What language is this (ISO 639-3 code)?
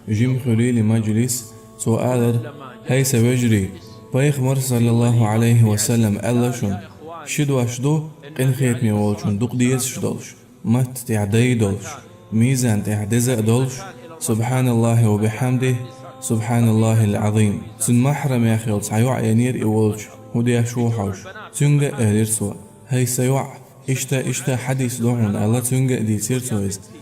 che